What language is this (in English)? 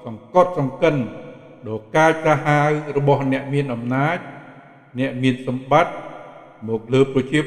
Khmer